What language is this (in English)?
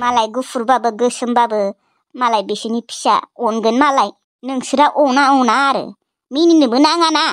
Bodo